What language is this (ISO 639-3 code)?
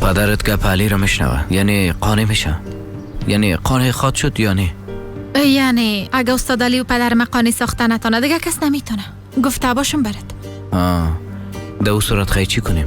fas